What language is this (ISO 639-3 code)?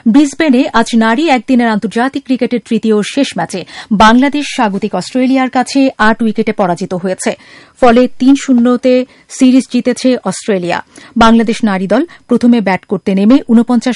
ben